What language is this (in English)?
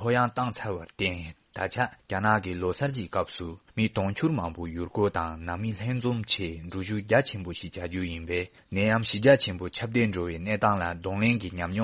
Tibetan